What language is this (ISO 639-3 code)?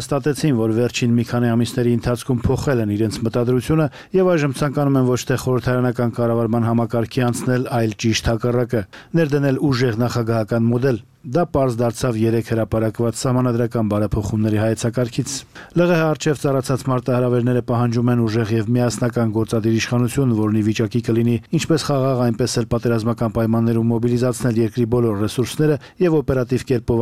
hye